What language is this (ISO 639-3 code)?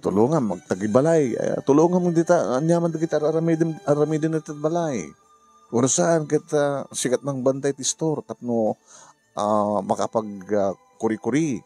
ilo